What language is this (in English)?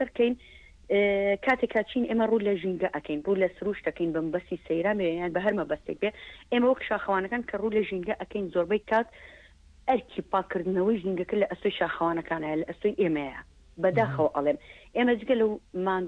Central Kurdish